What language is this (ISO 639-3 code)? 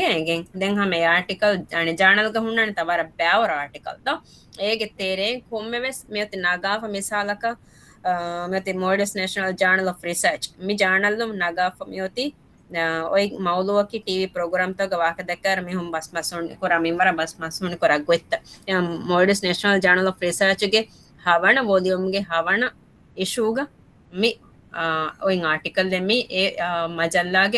div